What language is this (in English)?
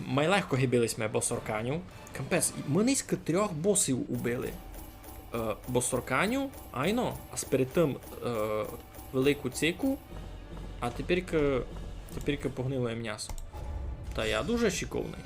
Rusyn